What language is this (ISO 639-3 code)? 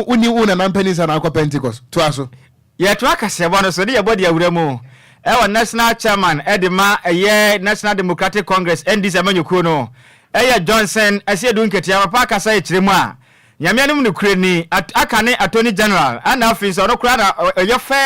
aka